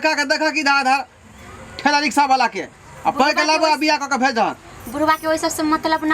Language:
Maithili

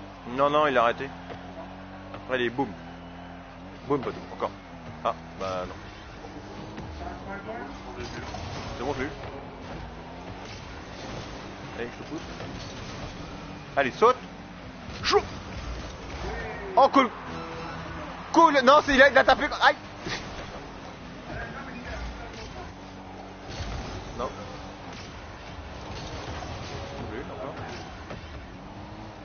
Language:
French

